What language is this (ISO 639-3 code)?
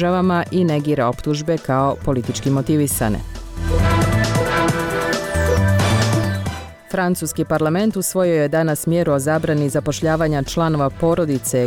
bos